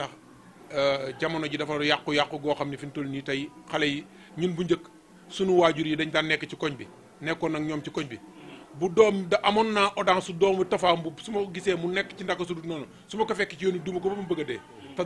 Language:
Wolof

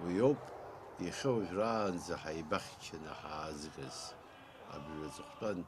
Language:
Abkhazian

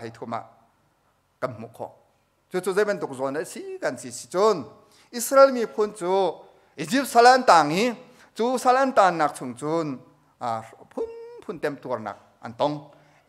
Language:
Hakha Chin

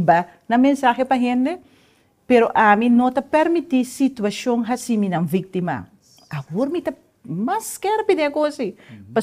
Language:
Papiamento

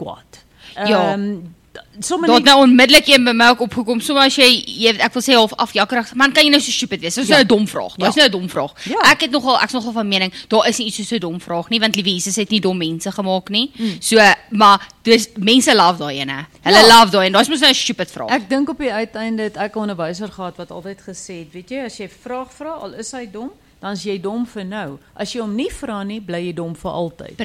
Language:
Afrikaans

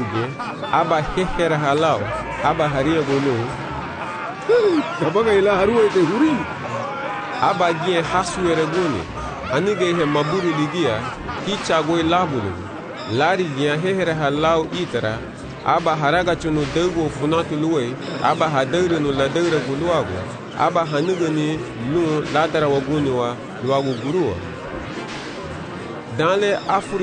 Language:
Garifuna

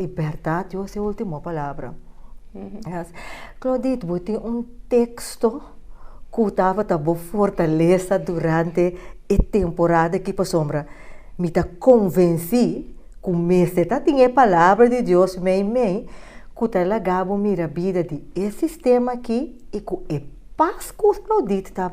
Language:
Papiamento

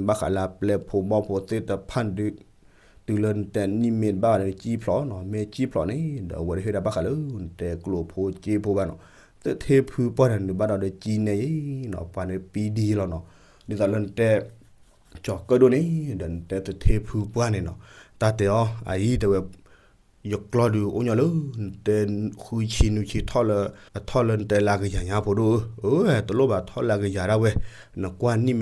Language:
S'gaw Karen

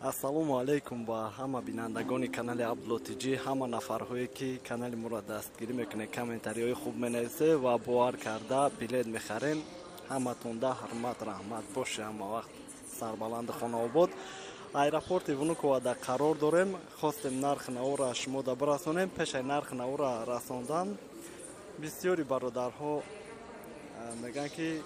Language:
Tajik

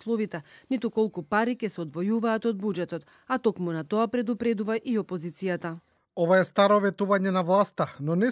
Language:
Macedonian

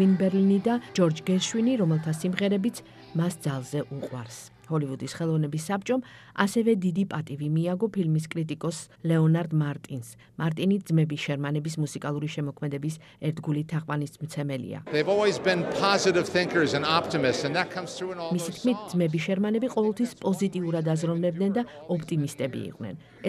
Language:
Georgian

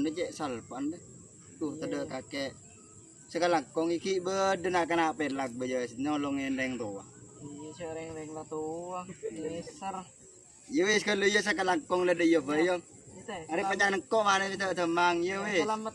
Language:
Madurese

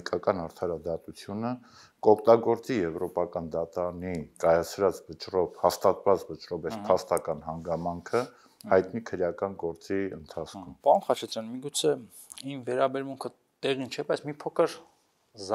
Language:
Armenian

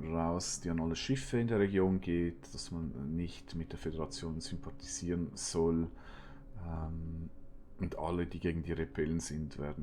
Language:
Swiss German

